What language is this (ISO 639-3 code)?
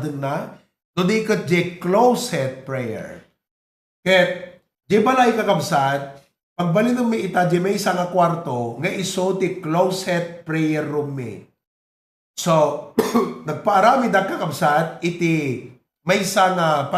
ilo